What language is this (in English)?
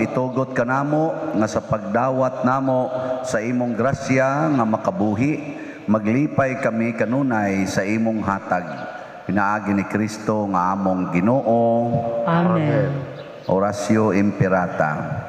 Cebuano